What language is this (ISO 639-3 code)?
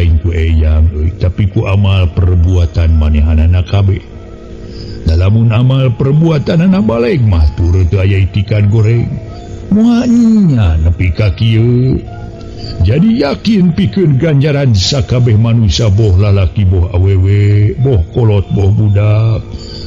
sun